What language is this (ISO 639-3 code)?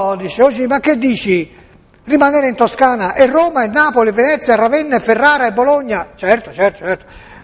ita